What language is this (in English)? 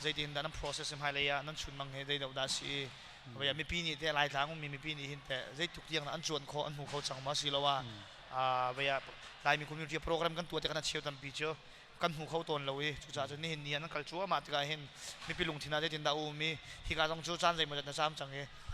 Hakha Chin